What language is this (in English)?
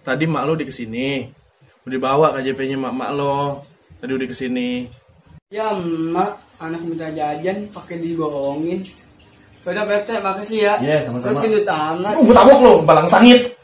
Betawi